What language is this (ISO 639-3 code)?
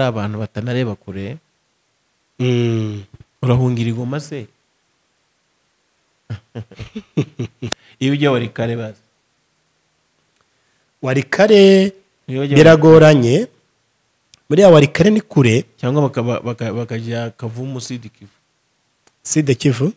kin